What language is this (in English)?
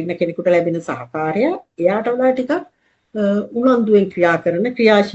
Sinhala